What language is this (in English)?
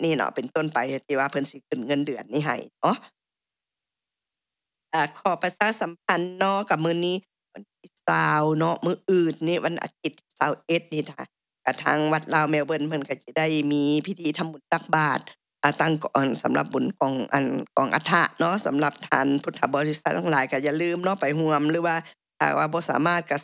Lao